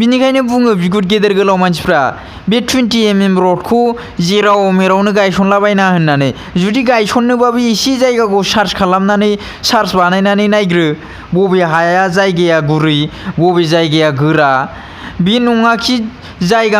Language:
Bodo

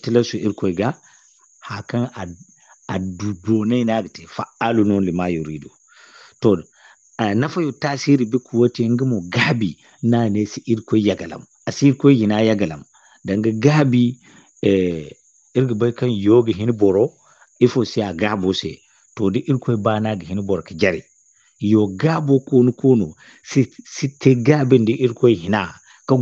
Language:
Zarma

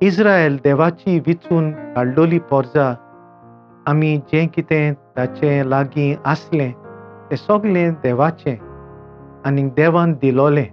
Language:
Konkani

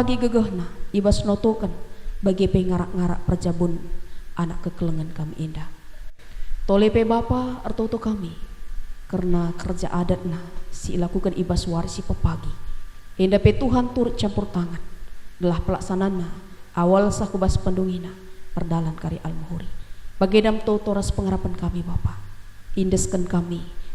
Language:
Batak Karo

